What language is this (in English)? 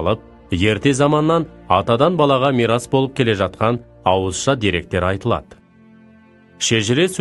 Kazakh